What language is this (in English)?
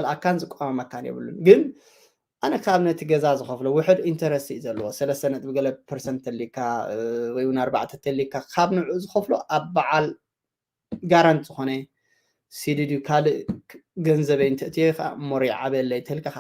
Tigrinya